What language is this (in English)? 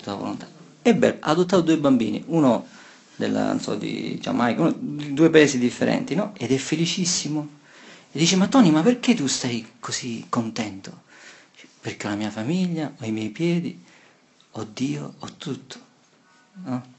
Italian